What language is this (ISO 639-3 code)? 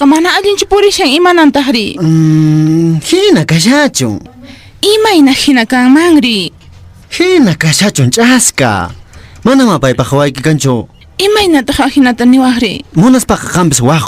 que